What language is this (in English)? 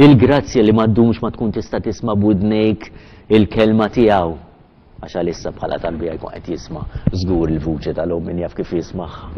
Maltese